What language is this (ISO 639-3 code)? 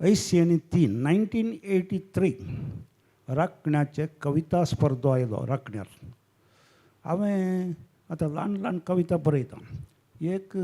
kok